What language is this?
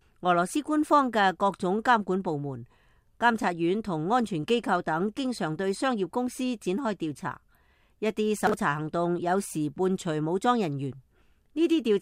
Cantonese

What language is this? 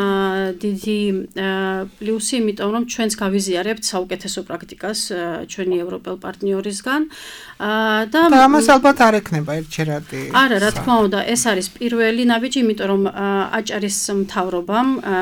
Georgian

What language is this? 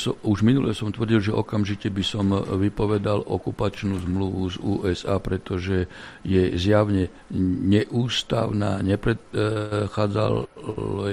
Slovak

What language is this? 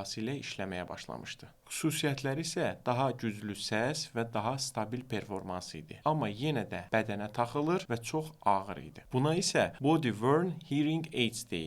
Azerbaijani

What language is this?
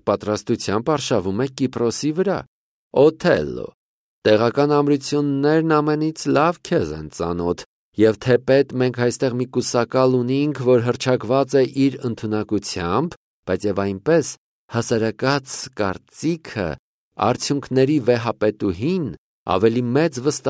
Armenian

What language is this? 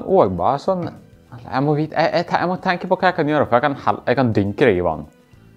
Norwegian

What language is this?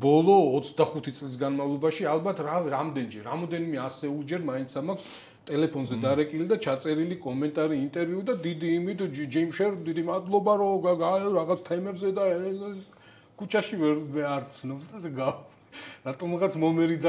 Georgian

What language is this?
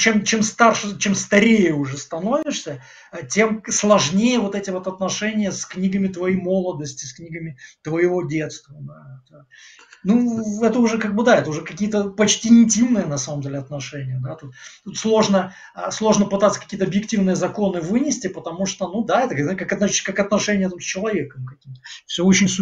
Russian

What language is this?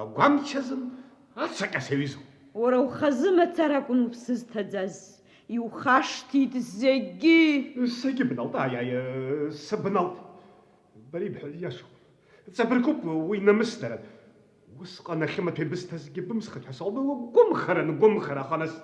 Abkhazian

